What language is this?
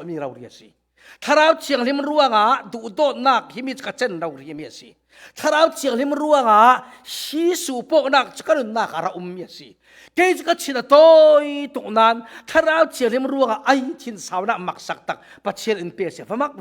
Falam Chin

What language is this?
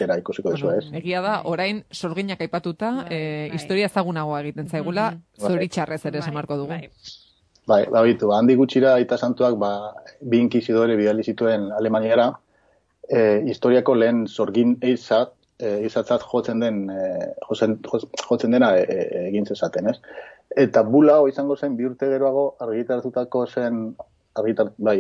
Basque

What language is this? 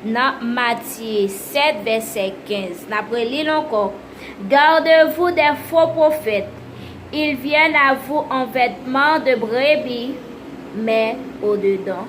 Haitian Creole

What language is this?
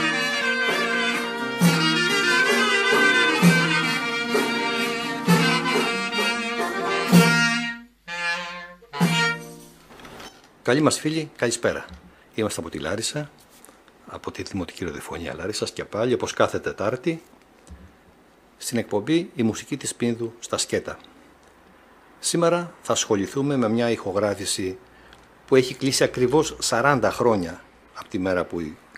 Greek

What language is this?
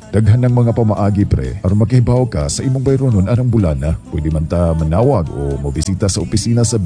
Cebuano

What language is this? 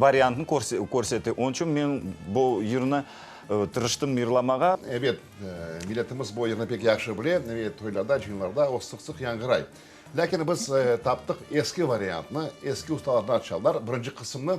Crimean Tatar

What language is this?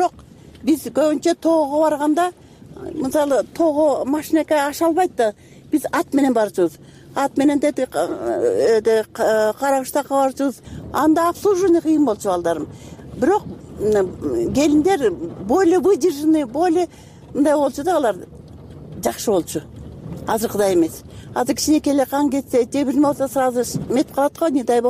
Kyrgyz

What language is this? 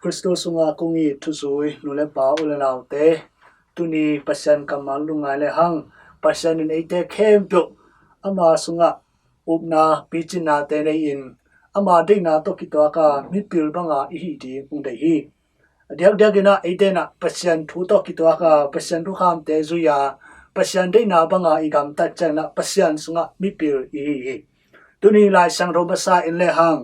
Tedim Chin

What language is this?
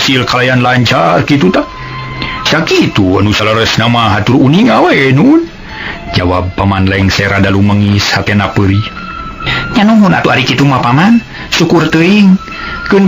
Sundanese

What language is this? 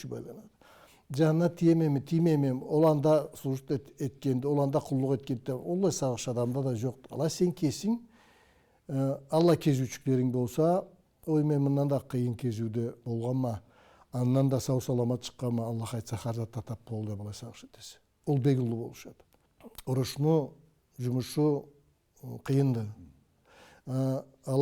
Karachay-Balkar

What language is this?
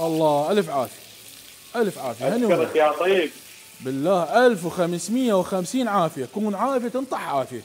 Mesopotamian Arabic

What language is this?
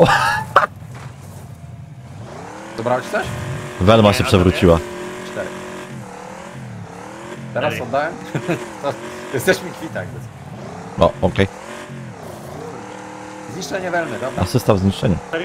Polish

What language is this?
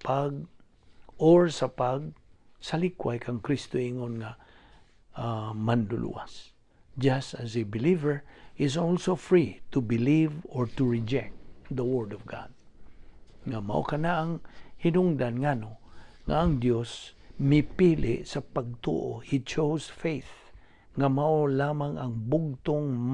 Cebuano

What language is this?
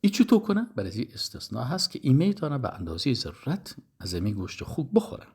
Persian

